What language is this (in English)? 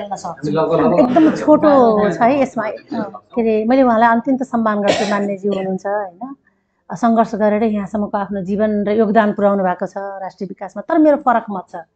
Nepali